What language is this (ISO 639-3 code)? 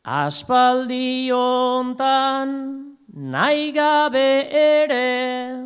eus